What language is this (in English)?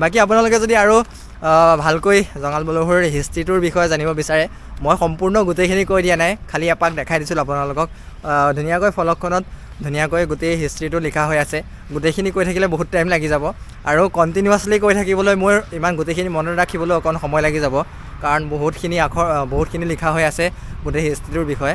Assamese